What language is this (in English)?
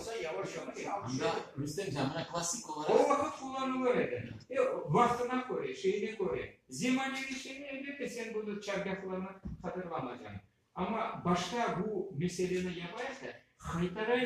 Crimean Tatar